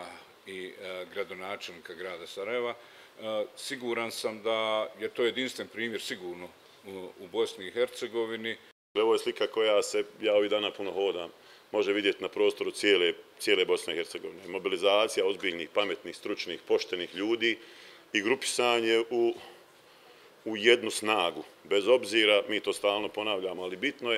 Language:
Bosnian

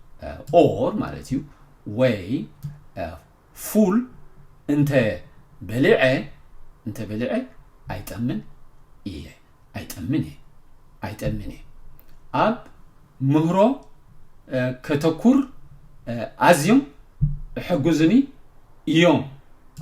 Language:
Tigrinya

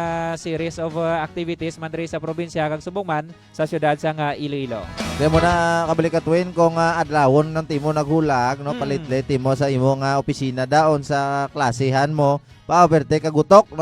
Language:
Hiligaynon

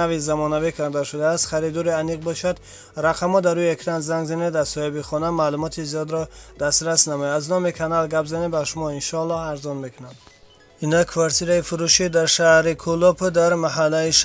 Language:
Tajik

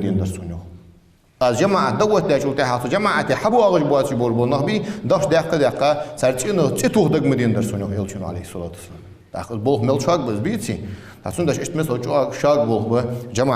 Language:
Ingush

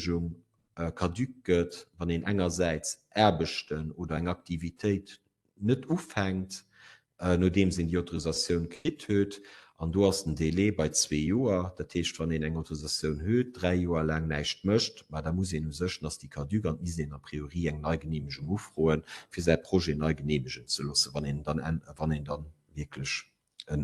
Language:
Luxembourgish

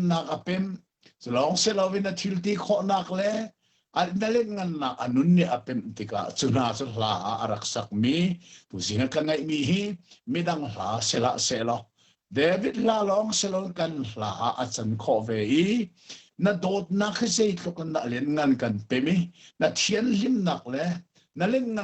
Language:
Hakha Chin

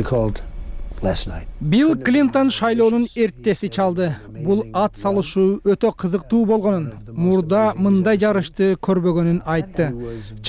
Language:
Kyrgyz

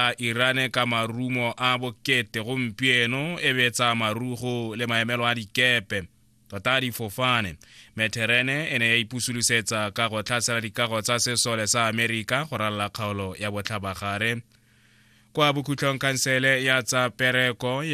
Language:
Tswana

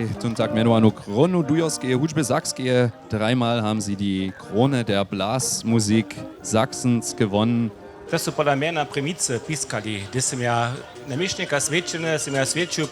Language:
Upper Sorbian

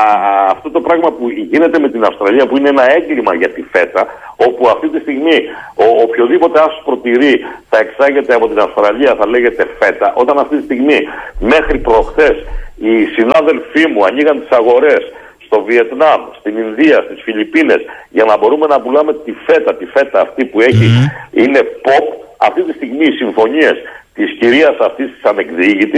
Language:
Greek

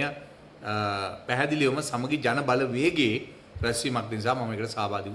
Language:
Sinhala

